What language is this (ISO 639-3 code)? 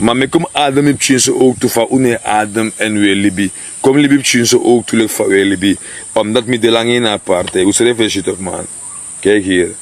srn